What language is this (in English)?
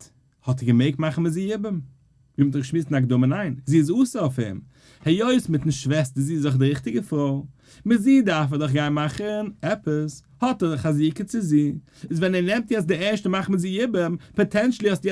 Yiddish